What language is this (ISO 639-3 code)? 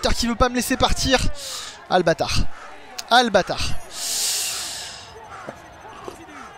fra